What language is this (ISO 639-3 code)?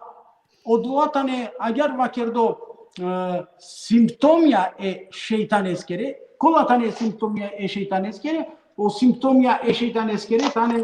rmn